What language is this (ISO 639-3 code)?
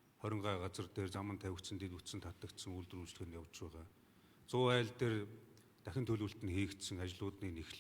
mon